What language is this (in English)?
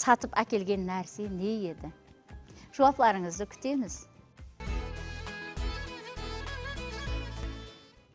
Kara-Kalpak